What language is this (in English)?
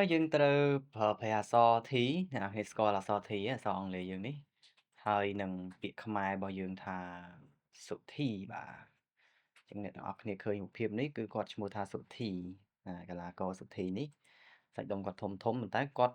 Khmer